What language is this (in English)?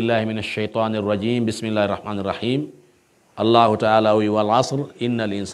Pular